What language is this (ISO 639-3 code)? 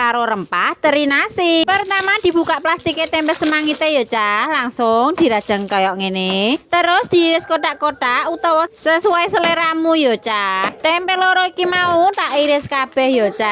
jav